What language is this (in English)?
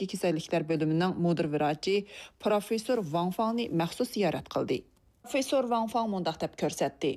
Uyghur